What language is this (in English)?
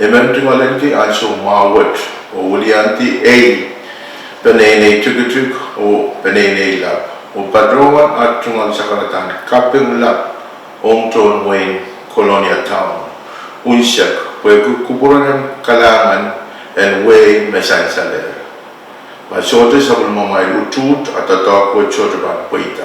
Pohnpeian